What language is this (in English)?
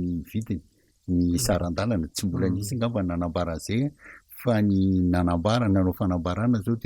Malagasy